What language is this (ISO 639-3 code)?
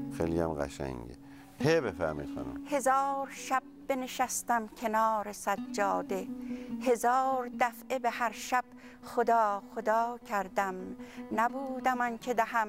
fas